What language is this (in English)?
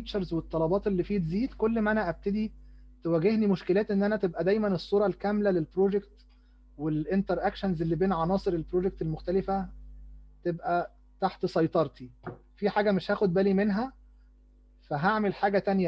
Egyptian Arabic